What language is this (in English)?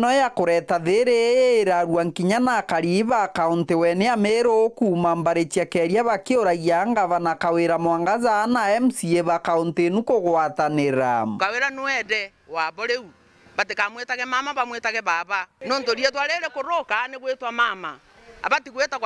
Meru